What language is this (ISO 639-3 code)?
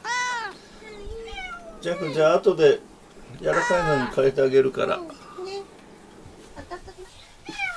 jpn